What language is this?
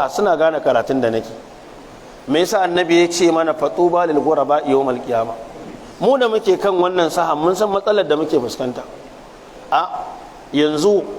Hausa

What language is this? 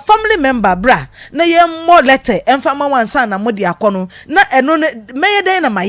Akan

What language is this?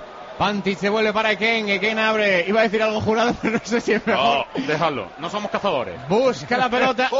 Spanish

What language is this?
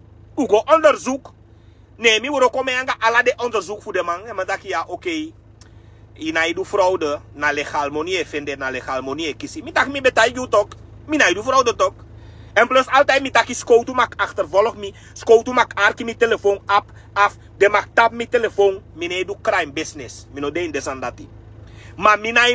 Sranan Tongo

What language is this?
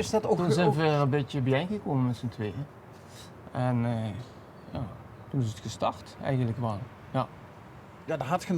Limburgish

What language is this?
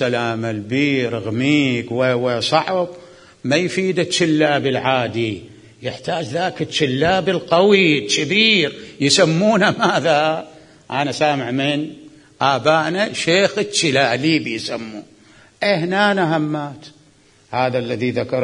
Mesopotamian Arabic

